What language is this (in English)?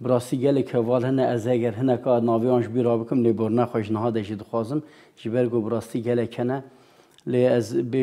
Kurdish